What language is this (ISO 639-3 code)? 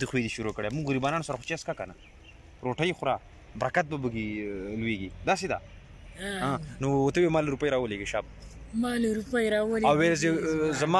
pus